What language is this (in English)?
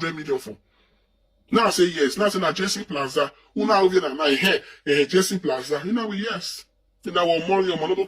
Nigerian Pidgin